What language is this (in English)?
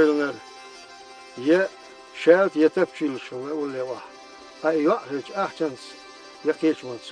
Chechen